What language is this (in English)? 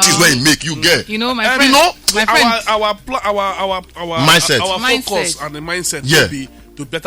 Nigerian Pidgin